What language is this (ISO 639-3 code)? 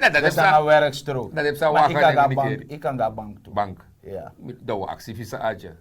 srn